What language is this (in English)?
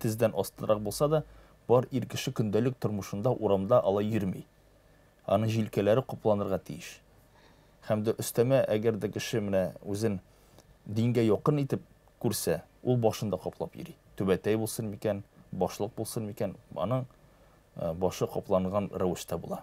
Tatar